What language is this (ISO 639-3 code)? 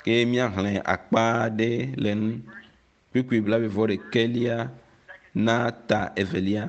ewe